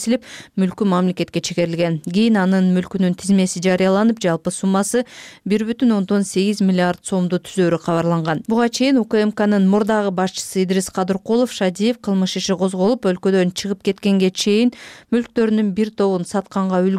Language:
Kyrgyz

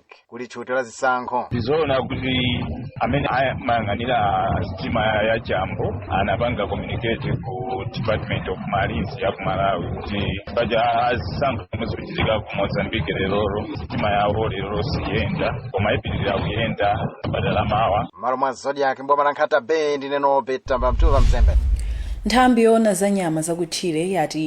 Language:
Nyanja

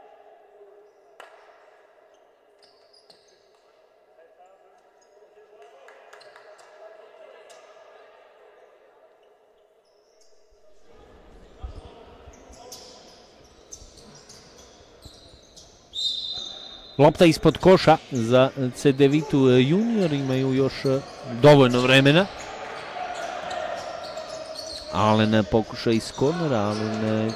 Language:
Croatian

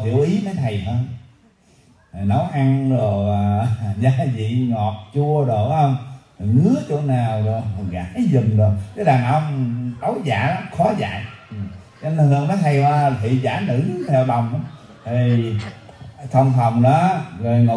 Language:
Vietnamese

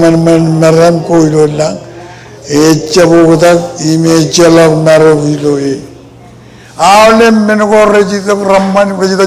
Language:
Marshallese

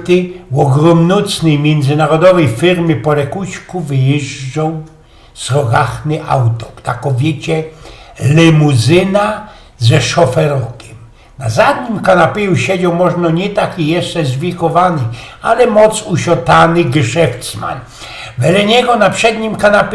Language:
Silesian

